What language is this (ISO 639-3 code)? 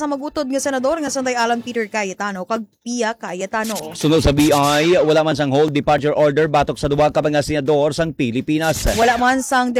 hil